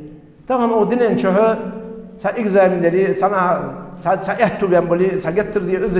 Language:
Ingush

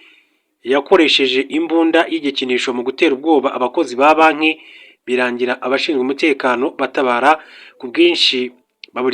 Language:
Kinyarwanda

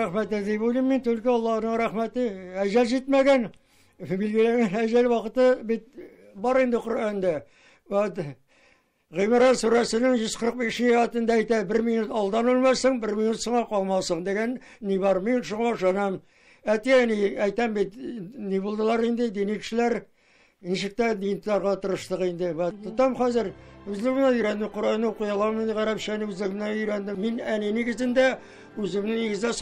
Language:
Tatar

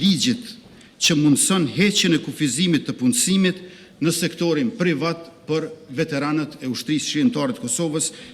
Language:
Albanian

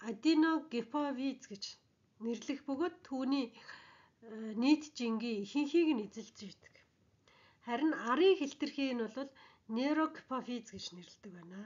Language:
Mongolian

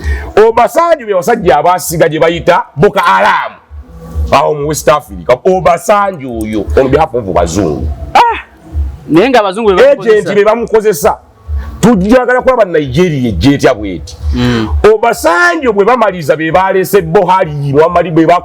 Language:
Ganda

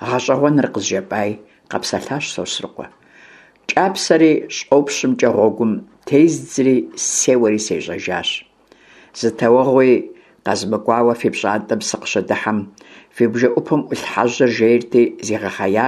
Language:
Kabardian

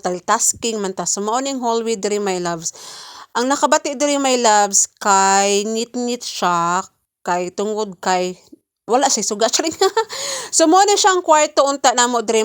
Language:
Cebuano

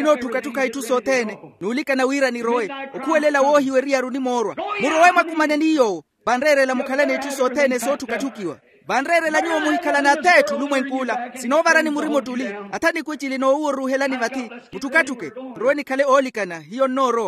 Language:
Makhuwa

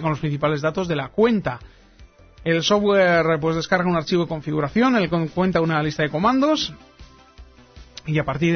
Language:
Spanish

